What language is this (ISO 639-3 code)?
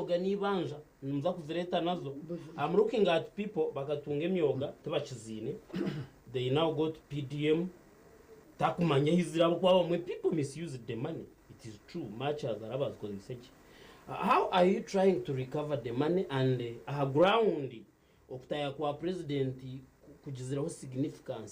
nyn